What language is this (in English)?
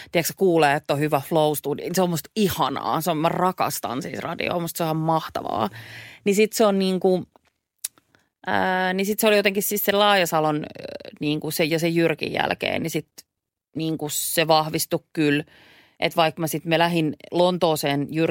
Finnish